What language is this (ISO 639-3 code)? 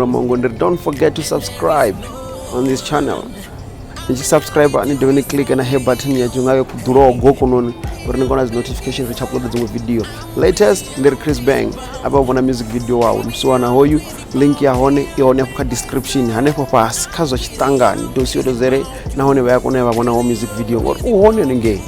ven